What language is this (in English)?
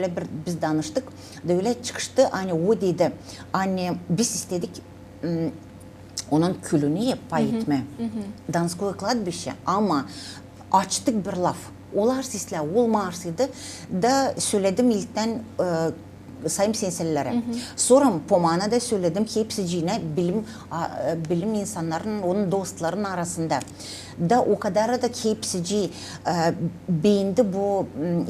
Gagauz